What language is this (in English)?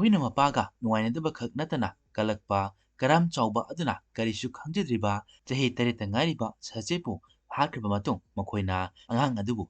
Manipuri